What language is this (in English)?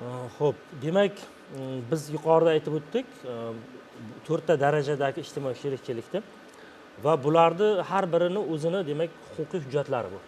Uzbek